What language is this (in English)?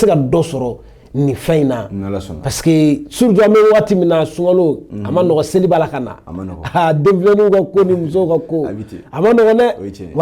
Bambara